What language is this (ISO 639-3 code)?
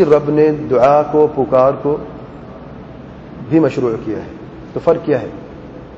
urd